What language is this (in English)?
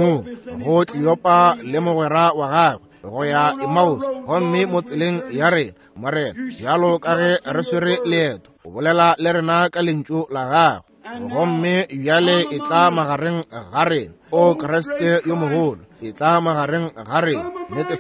Northern Sotho